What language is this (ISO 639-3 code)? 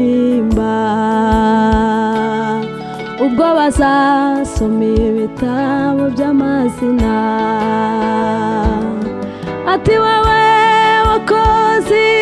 kin